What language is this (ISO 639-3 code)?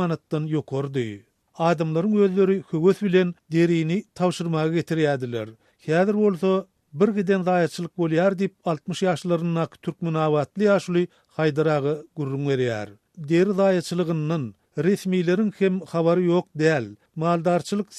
tuk